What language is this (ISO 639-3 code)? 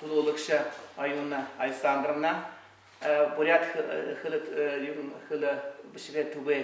bua